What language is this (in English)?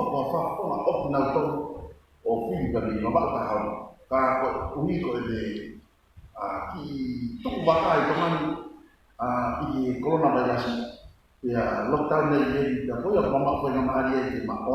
Tongan